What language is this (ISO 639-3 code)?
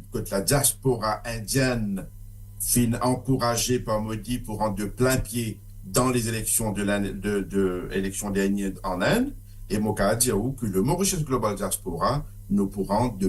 mfe